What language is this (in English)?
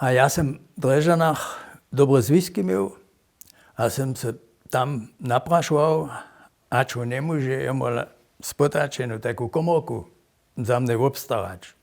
Upper Sorbian